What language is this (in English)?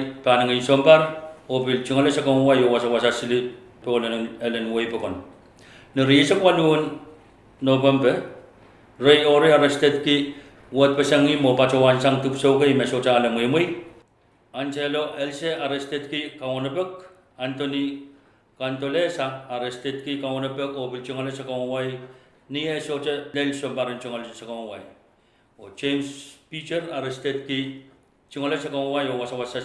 Pohnpeian